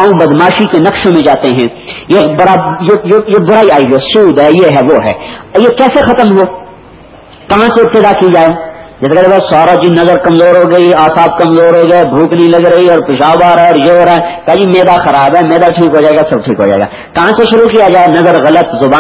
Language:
Urdu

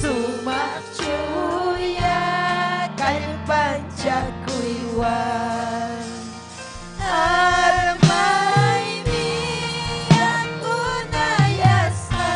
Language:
Ayacucho Quechua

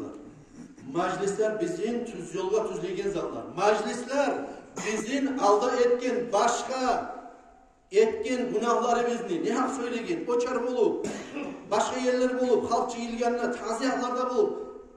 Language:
Kumyk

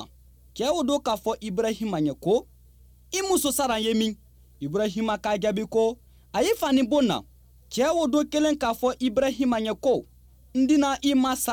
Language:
Bambara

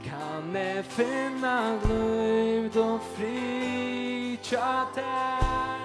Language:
Faroese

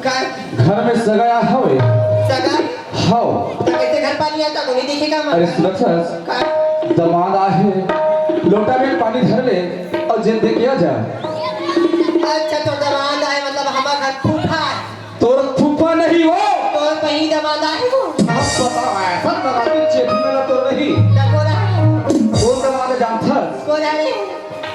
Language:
Chhattisgarhi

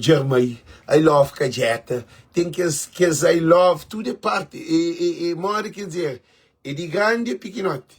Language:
Kabuverdianu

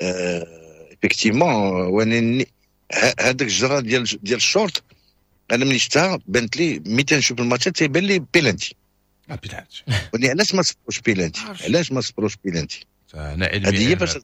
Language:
Moroccan Arabic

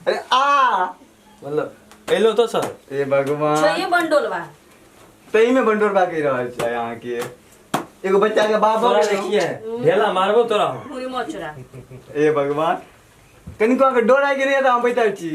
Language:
Maithili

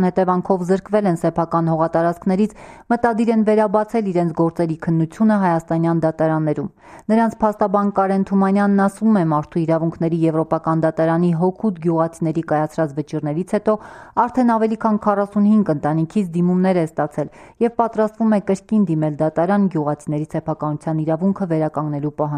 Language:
Armenian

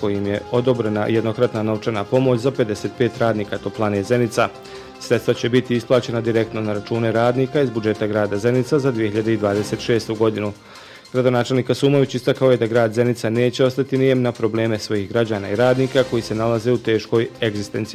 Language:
Bosnian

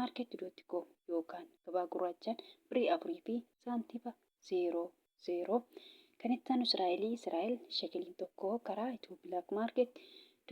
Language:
Oromo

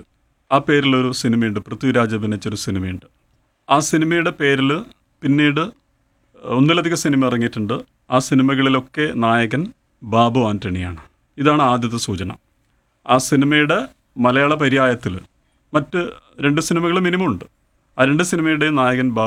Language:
Malayalam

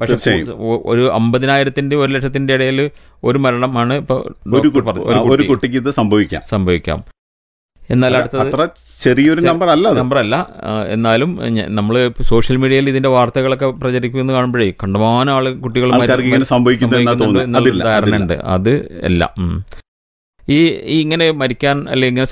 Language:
Malayalam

